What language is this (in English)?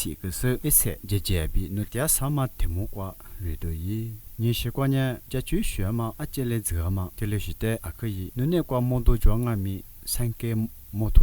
Lisu